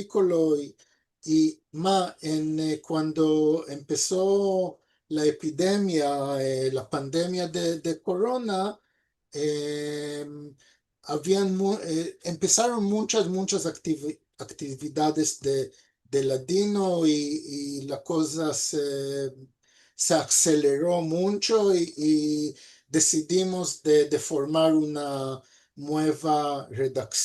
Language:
Ladino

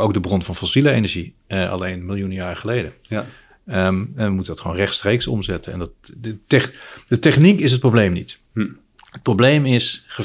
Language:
Dutch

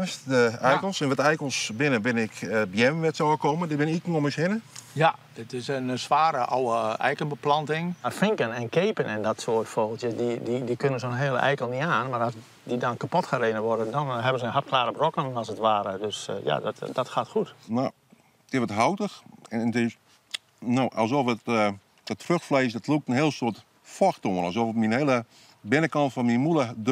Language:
Western Frisian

